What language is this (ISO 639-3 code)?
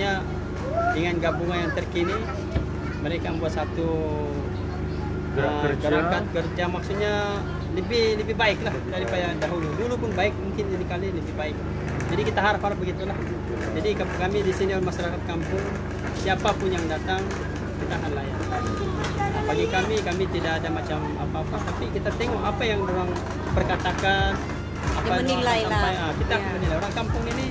msa